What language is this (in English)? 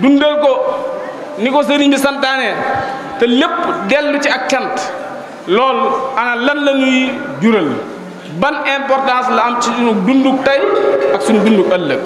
Wolof